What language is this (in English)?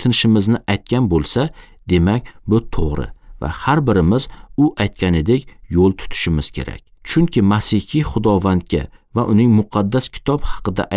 Uzbek